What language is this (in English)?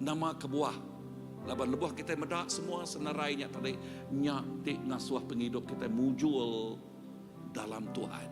Iban